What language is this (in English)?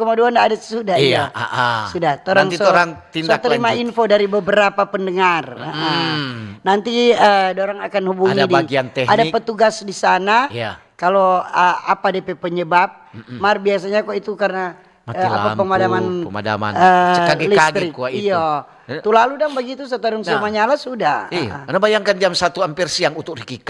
Manado Malay